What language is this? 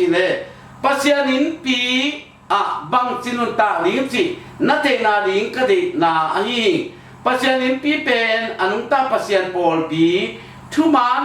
Tedim Chin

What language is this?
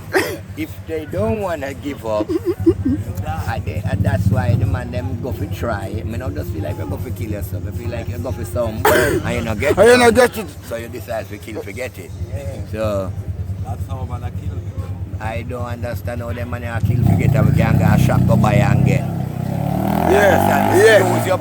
Jamaican Creole English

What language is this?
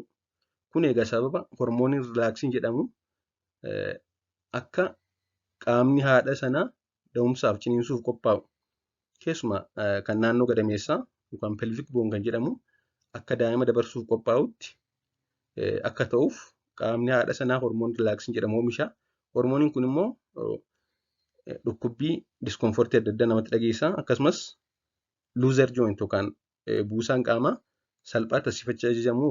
Oromo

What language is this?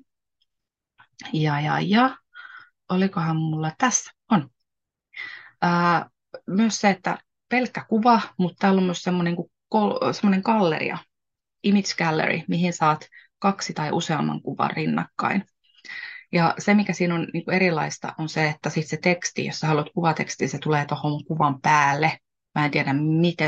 Finnish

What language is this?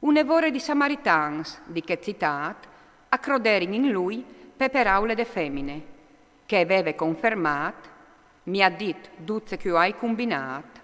Friulian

